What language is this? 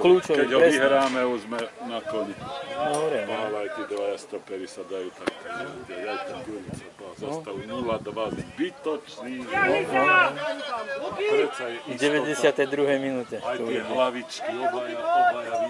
Slovak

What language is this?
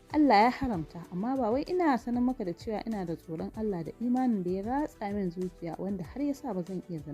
Hausa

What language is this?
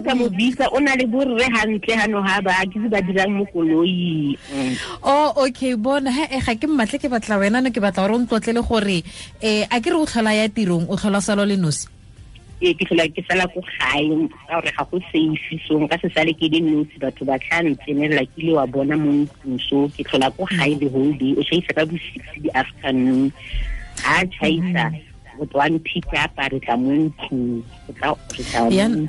Tswana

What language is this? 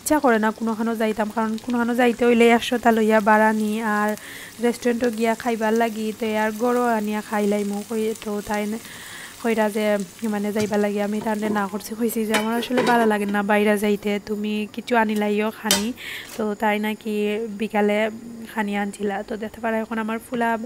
Sylheti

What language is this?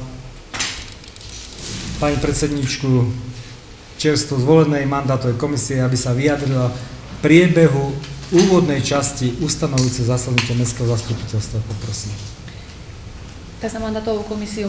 Slovak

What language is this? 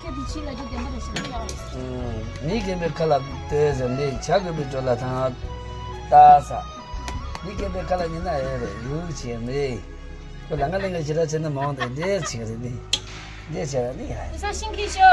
Tibetan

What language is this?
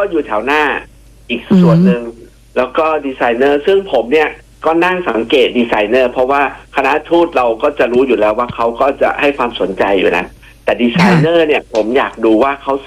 Thai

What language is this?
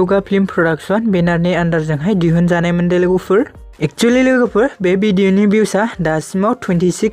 Bodo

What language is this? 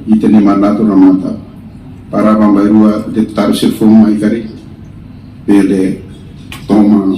Tetum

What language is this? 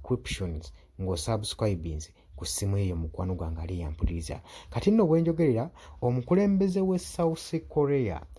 Ganda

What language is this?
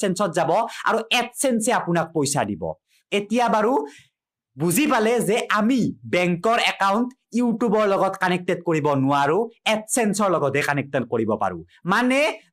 Assamese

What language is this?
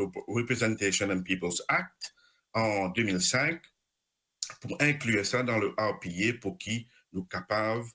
Morisyen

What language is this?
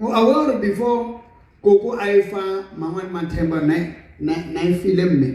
Southern Sotho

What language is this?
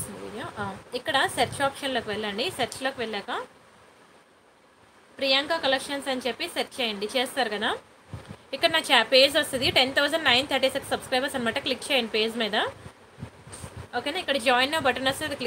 Telugu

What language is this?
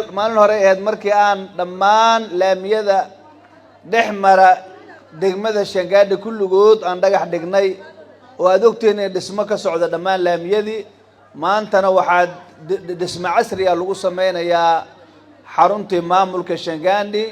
Somali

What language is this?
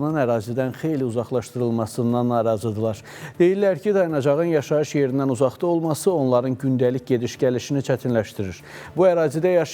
Azerbaijani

